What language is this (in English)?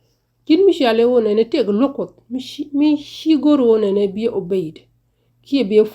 Nuer